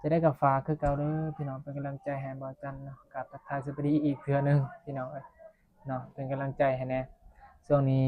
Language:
Northeastern Thai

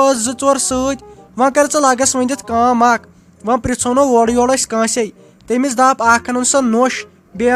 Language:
Kashmiri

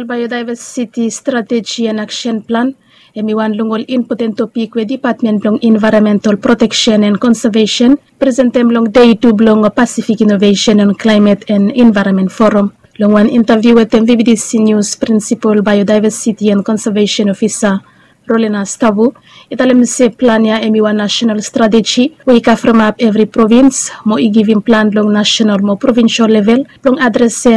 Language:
Bislama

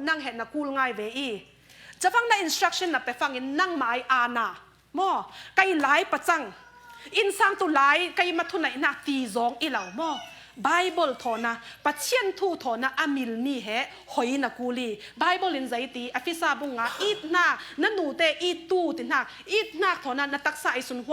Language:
Falam Chin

